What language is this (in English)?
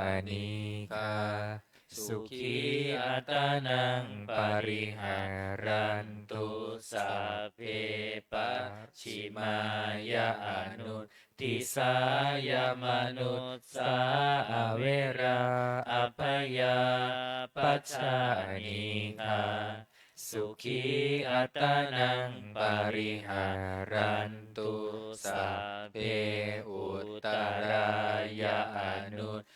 Pali